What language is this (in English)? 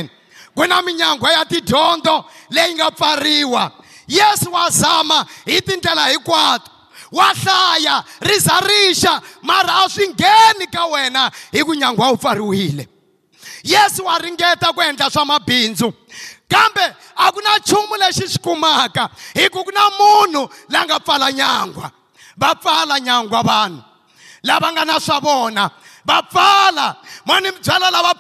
Tsonga